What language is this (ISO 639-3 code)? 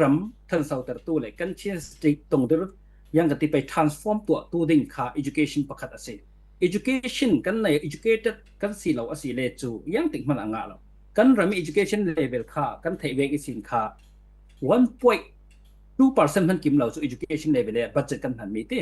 cfm